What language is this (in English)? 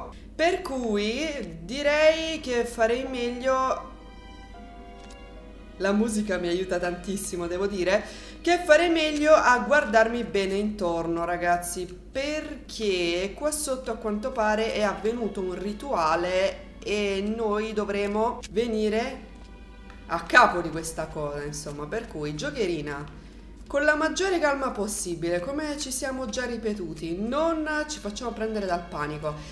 Italian